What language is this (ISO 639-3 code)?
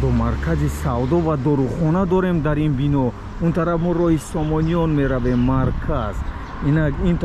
tgk